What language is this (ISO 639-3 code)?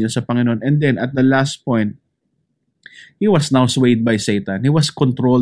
fil